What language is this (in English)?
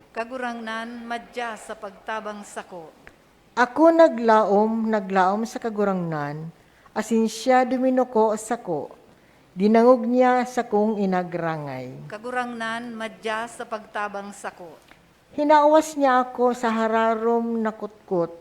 Bikol